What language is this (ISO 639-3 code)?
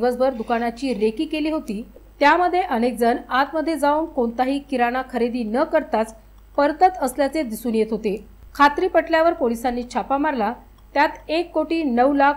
mar